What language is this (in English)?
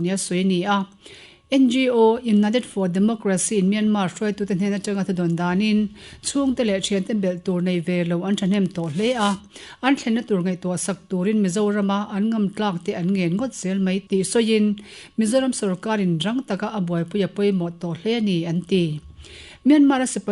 Mizo